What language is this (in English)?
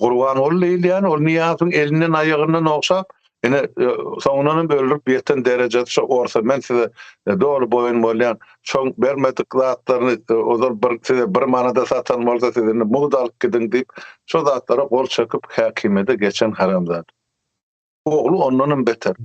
Turkmen